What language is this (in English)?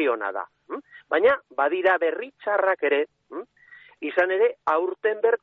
Basque